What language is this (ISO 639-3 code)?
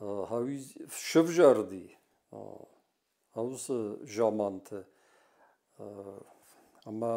oss